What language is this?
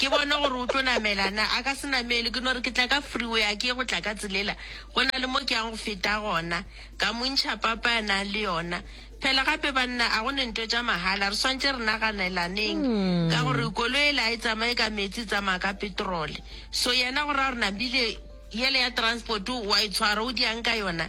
Northern Sotho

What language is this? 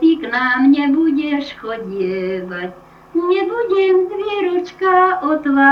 Slovak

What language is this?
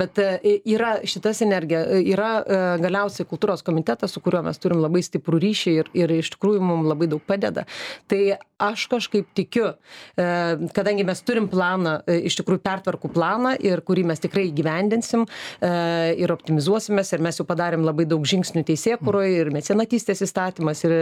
Lithuanian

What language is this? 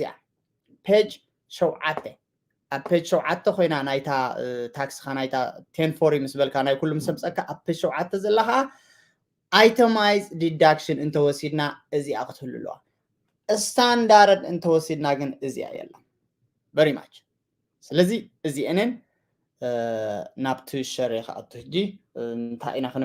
Tigrinya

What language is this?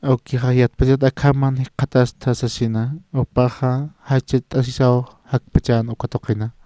Aymara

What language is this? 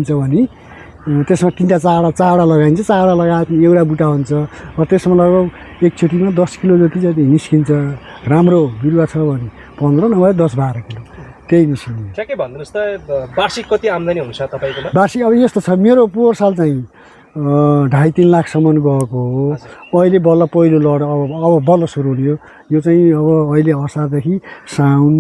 Nepali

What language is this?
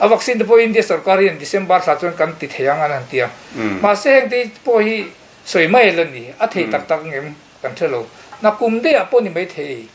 Mizo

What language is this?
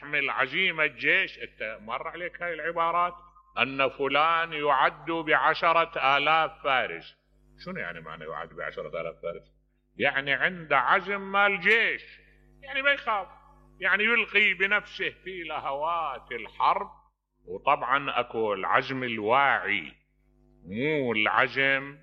Mesopotamian Arabic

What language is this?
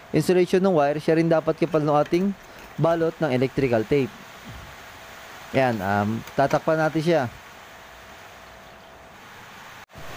Filipino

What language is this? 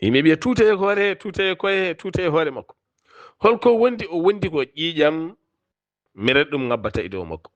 Fula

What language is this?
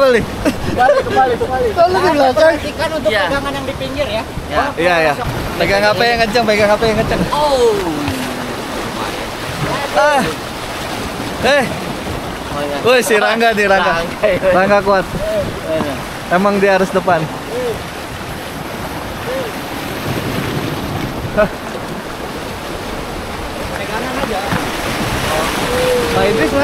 Indonesian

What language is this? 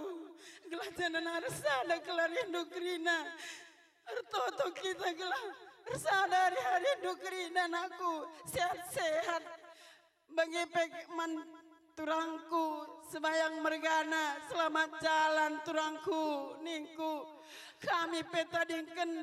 Batak Karo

